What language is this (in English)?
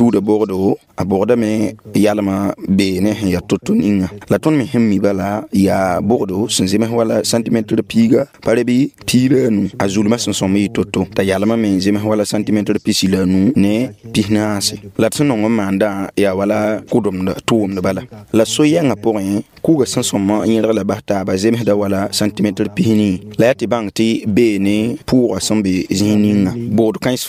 Mossi